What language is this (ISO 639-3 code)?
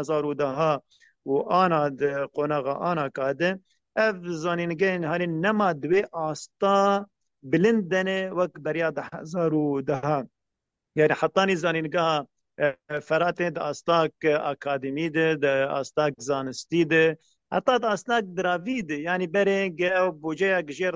kur